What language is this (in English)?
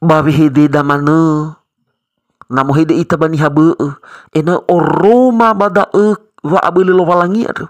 Nias